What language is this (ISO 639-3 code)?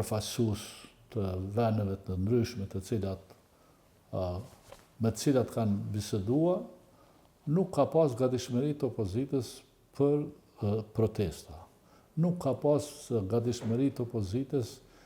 sqi